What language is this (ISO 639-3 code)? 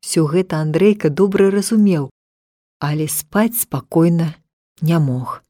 bel